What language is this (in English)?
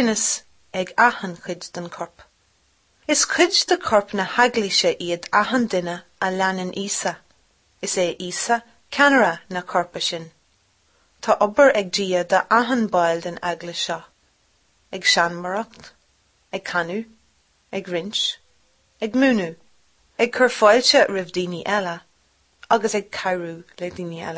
Irish